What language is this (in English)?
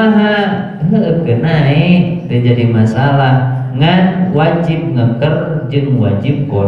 Sundanese